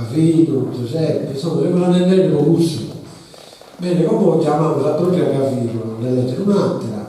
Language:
Sardinian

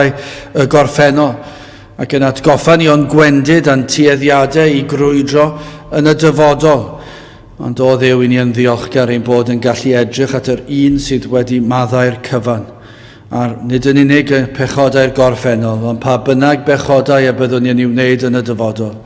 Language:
Welsh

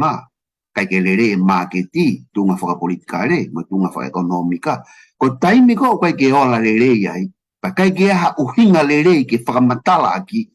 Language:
Tongan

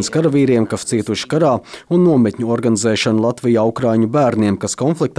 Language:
Latvian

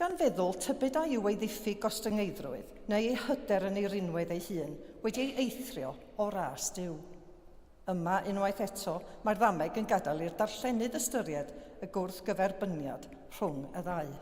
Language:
Welsh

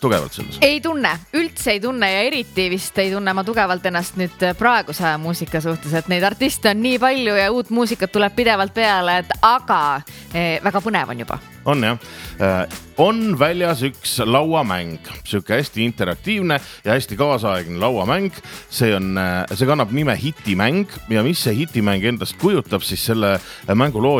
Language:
Estonian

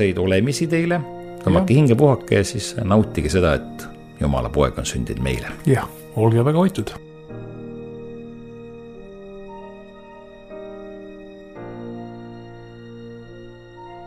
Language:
Estonian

